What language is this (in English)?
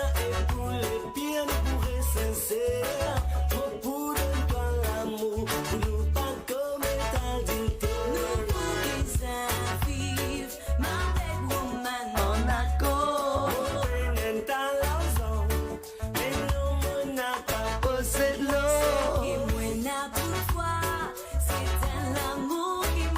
Morisyen